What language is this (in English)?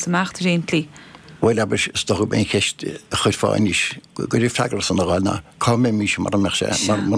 Irish